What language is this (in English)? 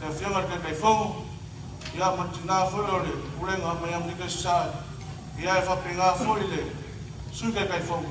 Samoan